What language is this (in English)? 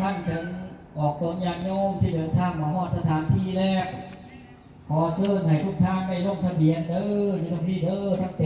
Lao